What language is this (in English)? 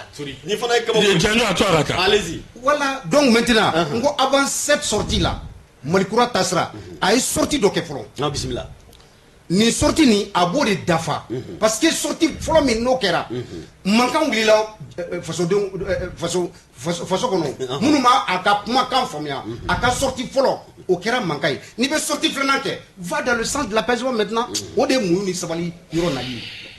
Bambara